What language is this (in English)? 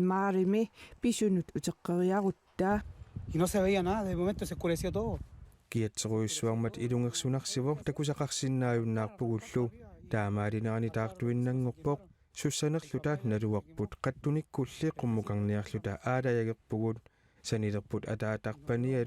Kalaallisut